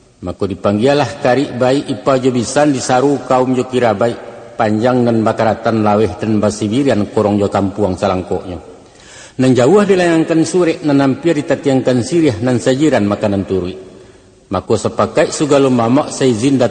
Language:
Minangkabau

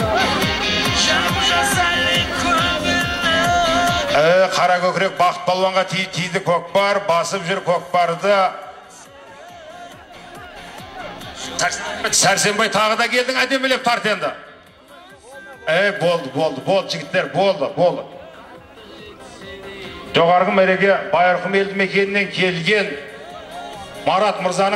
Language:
Kazakh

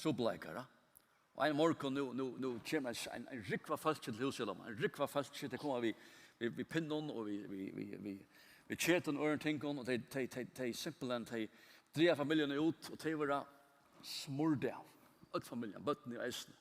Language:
Faroese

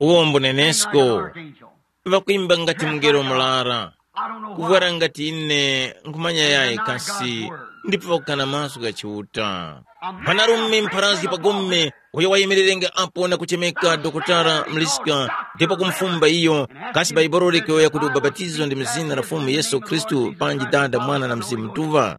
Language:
Tumbuka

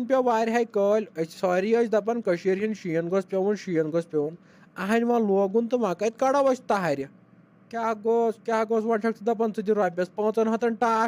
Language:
Kashmiri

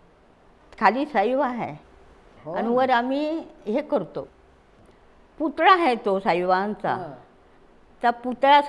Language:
Marathi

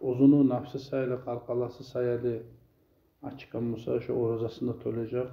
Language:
Kumyk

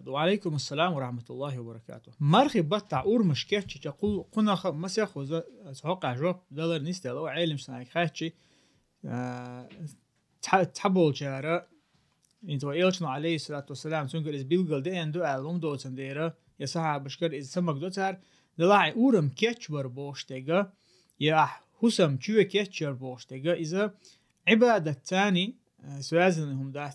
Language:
Chechen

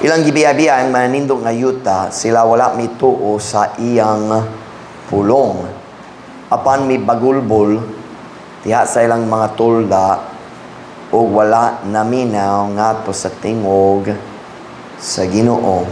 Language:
Cebuano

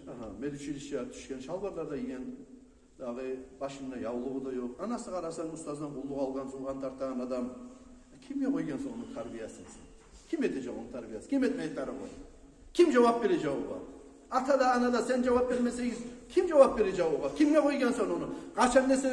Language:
Kumyk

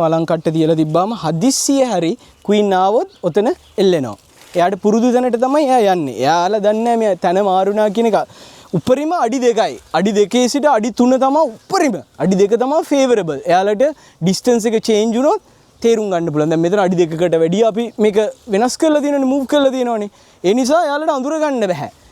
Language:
Sinhala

